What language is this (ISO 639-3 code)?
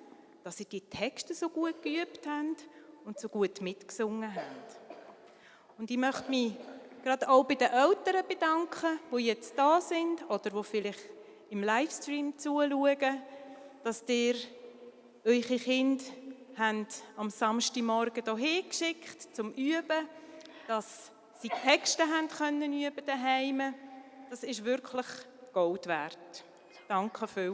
gsw